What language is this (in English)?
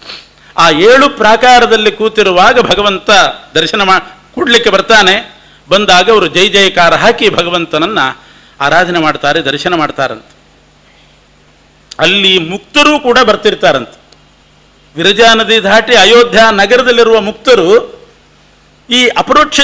Kannada